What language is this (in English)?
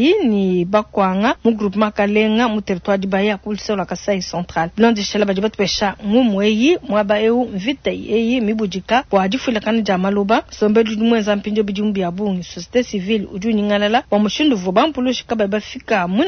Luba-Lulua